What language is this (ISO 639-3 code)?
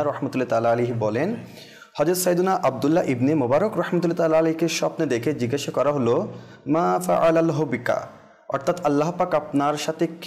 ben